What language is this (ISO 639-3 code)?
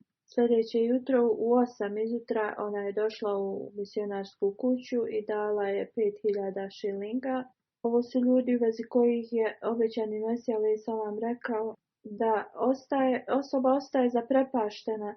bos